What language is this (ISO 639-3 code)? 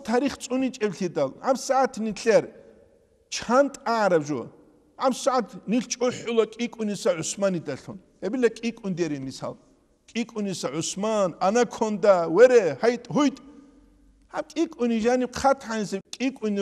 ava